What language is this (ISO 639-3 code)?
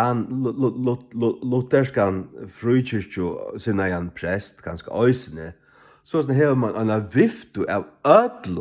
fao